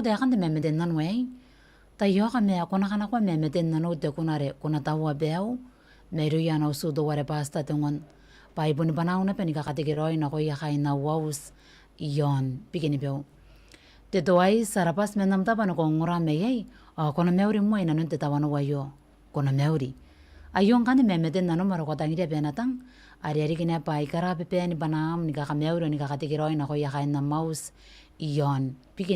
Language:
Gilbertese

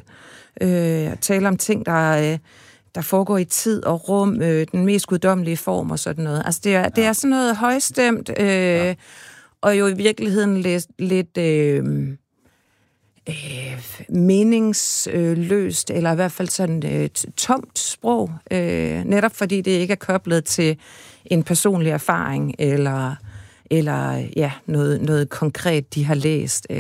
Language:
Danish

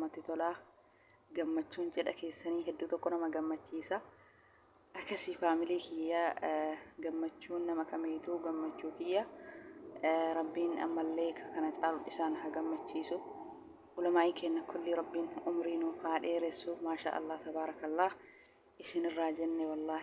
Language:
Oromo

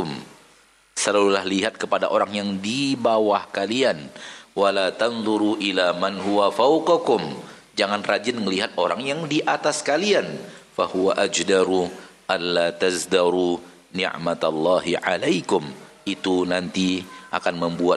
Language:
Indonesian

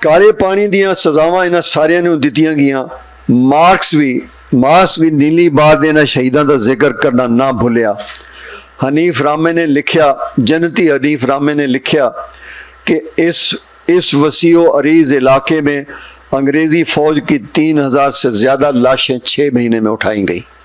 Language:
Western Panjabi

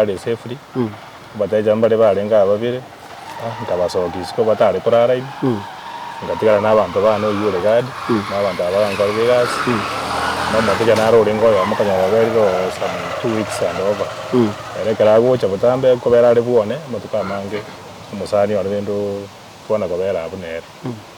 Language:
Gusii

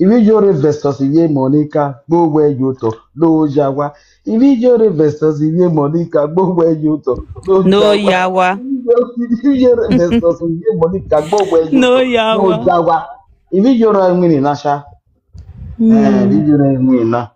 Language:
Nigerian Pidgin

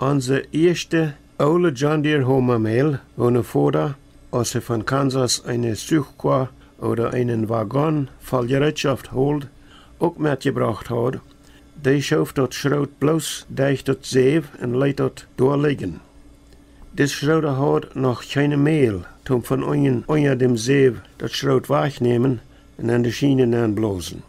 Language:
Plautdietsch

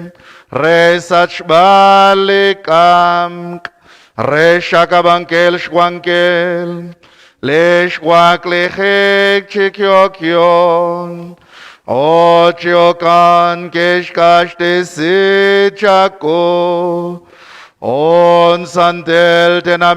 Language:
Kekchí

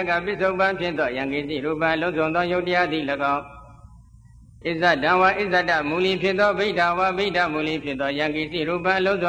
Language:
Burmese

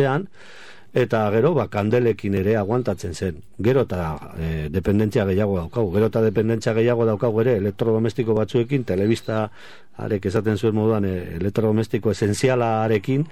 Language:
Basque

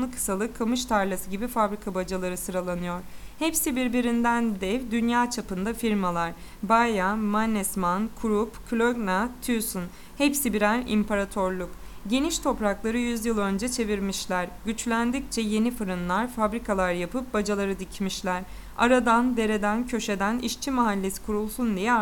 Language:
Turkish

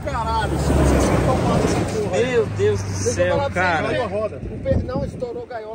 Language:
Portuguese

